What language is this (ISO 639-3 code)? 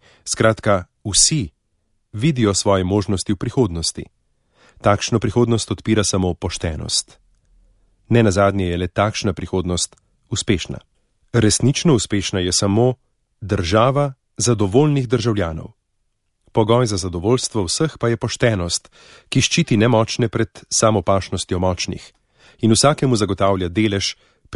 slv